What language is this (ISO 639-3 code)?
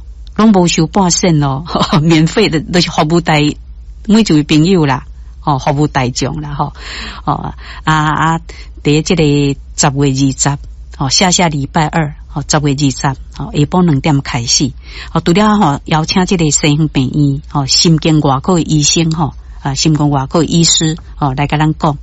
nan